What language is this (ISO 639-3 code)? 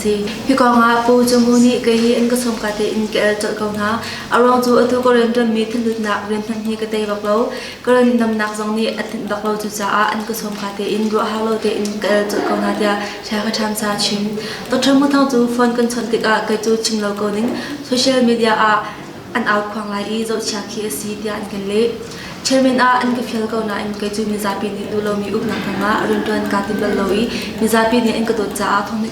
cnh